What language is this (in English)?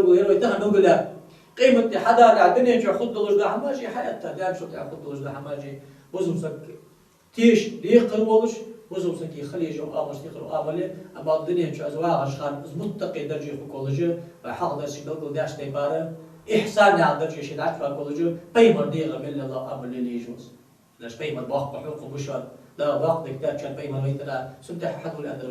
Ingush